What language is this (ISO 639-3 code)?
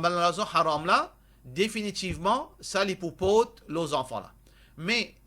mfe